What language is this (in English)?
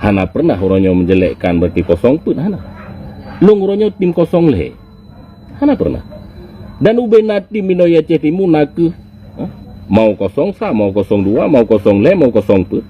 Achinese